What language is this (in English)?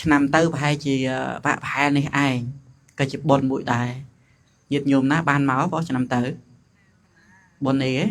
Khmer